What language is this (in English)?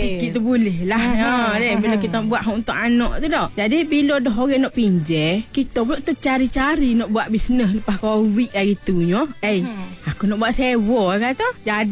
Malay